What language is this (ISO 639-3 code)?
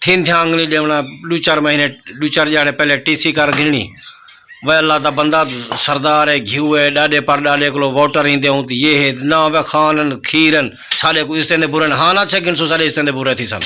skr